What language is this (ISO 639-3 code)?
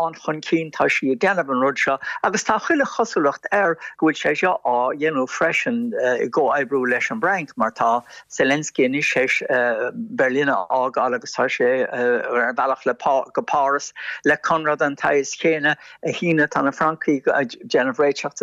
gle